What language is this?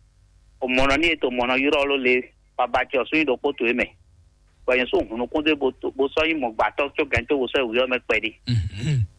Fon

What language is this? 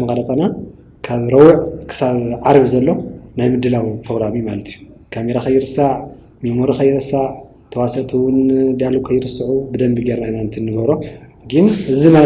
Tigrinya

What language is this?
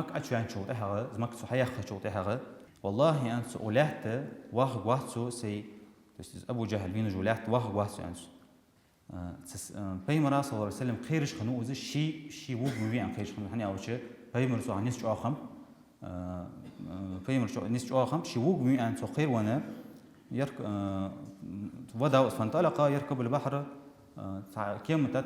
Ingush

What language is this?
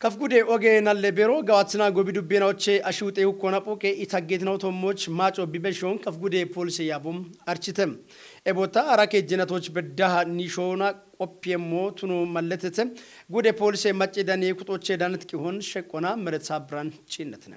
Kafa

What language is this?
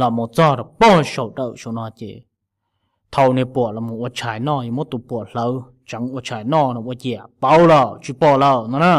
Hmong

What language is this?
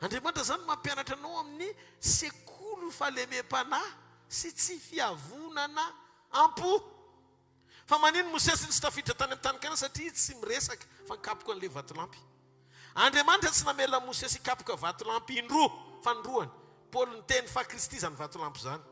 Malagasy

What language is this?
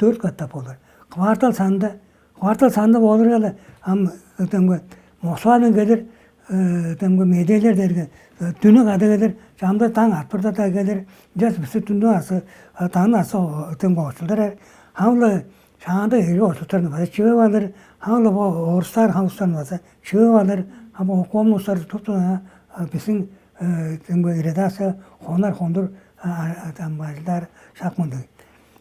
Tuvinian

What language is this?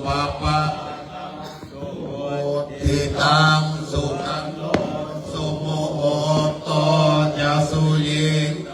Pali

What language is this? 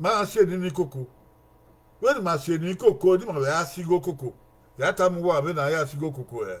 Bini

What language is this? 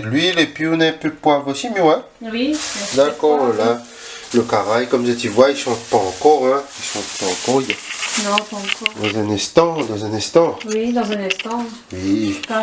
Réunion Creole French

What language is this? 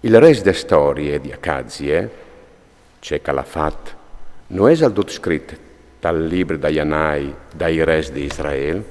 Friulian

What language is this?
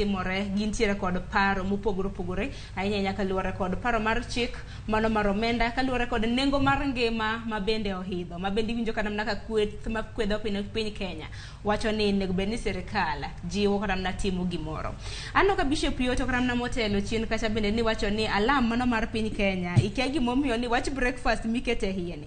Luo (Kenya and Tanzania)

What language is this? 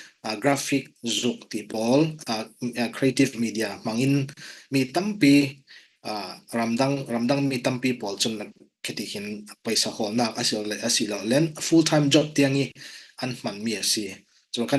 Falam Chin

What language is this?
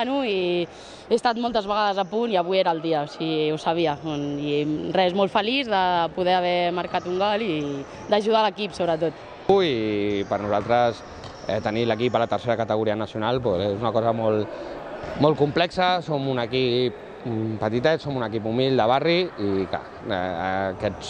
Catalan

